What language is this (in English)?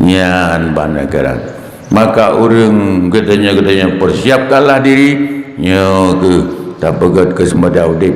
Achinese